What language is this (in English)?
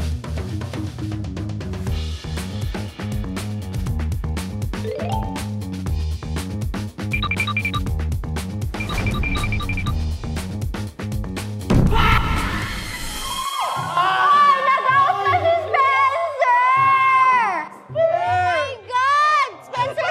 Filipino